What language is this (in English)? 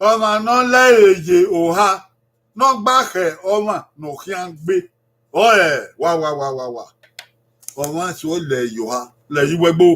Bini